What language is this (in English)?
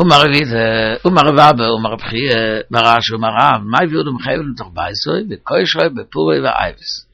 Yiddish